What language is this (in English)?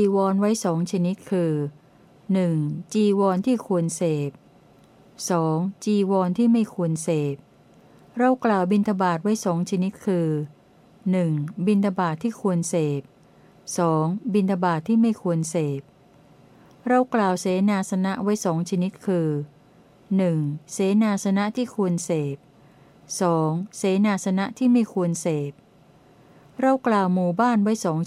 Thai